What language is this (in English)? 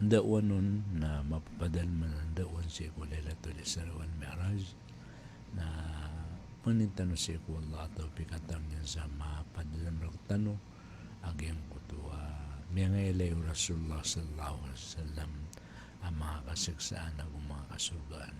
Maranao